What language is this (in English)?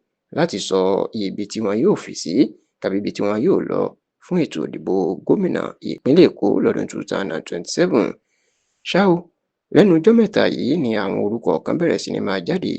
Yoruba